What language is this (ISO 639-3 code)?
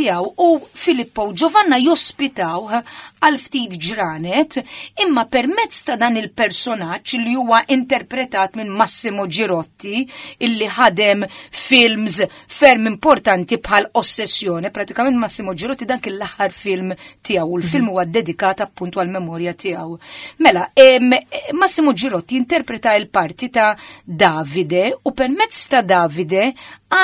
mlt